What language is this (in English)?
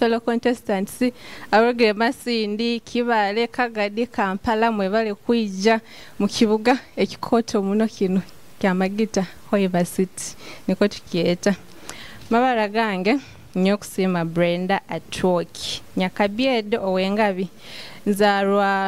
Nyoro